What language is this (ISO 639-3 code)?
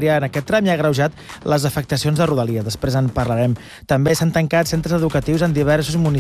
cat